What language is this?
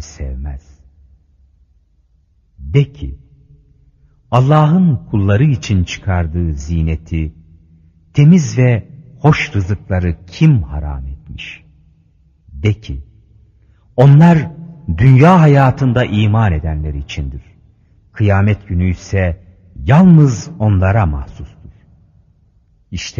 Turkish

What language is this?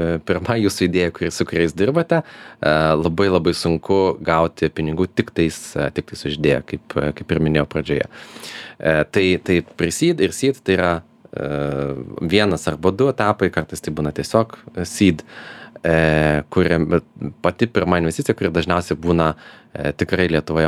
Lithuanian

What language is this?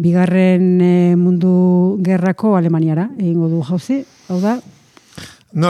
Basque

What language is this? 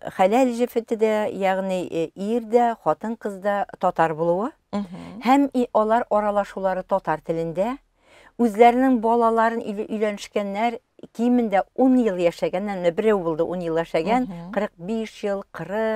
Tatar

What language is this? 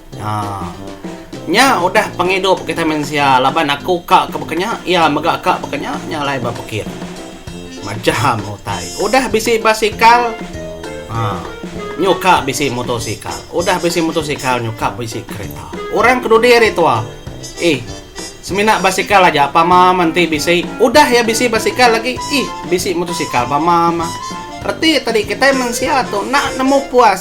Iban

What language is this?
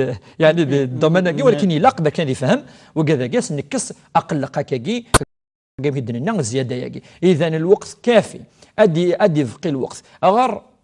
Kabyle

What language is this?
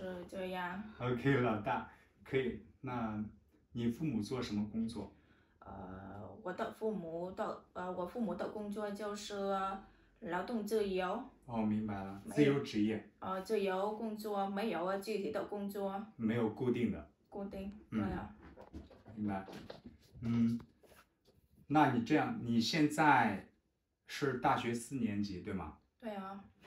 Chinese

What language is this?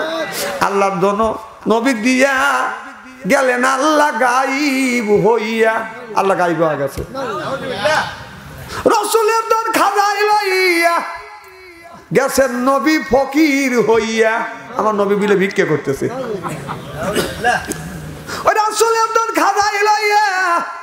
Bangla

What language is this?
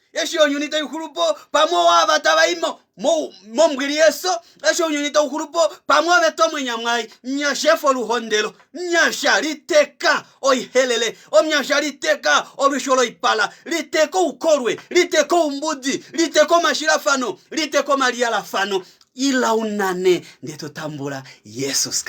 Kuanyama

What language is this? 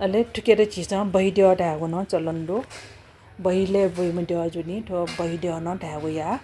Newari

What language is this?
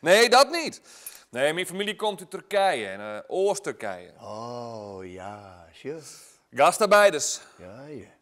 Western Frisian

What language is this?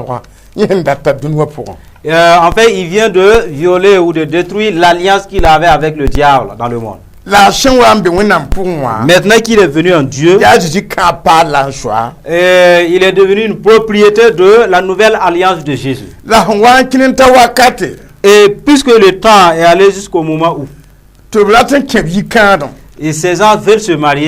Mossi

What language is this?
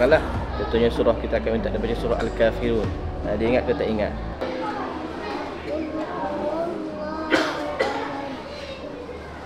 Malay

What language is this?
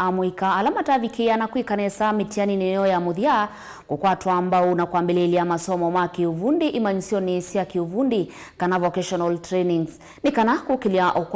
Kamba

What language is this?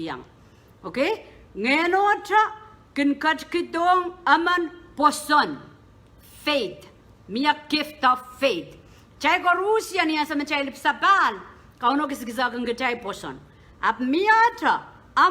Pohnpeian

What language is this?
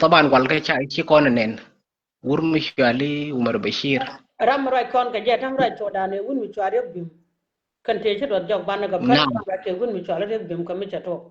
Nuer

